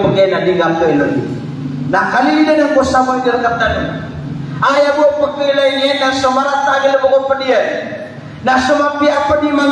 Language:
Maranao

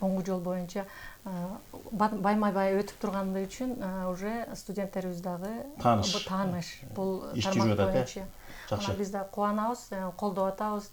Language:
Kyrgyz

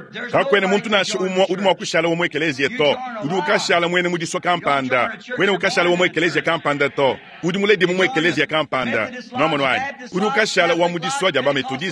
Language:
Luba-Lulua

